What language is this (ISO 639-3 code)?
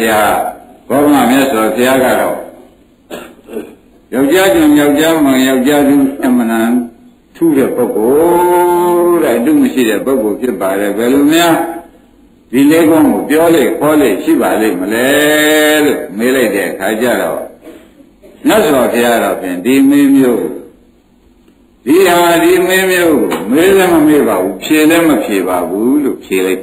mya